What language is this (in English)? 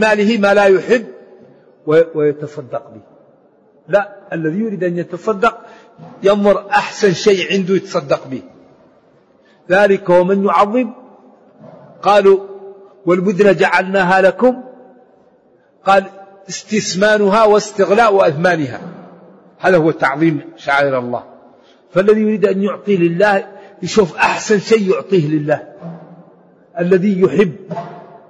Arabic